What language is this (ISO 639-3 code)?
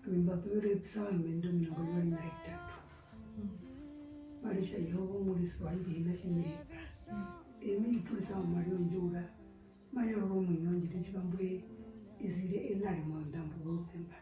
her